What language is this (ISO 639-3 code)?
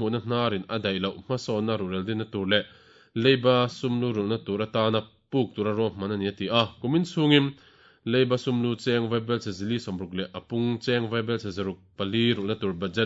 lus